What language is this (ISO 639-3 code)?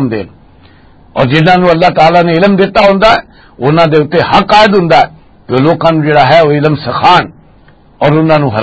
lah